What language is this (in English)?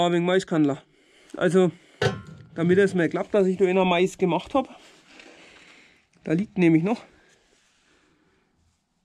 German